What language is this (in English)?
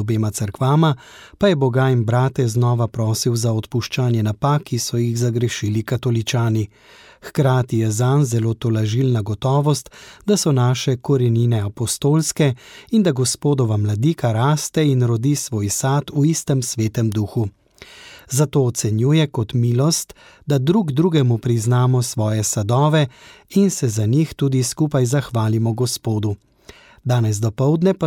Slovenian